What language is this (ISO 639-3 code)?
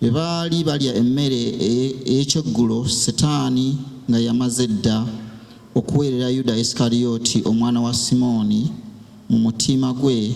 lug